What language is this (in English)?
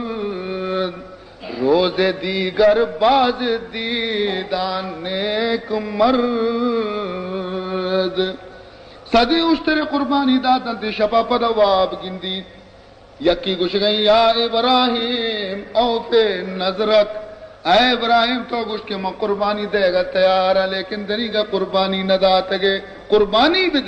Baluchi